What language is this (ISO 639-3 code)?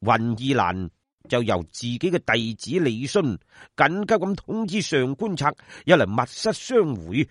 yue